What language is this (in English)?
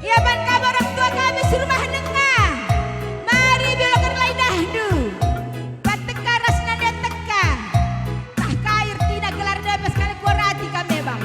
Batak Karo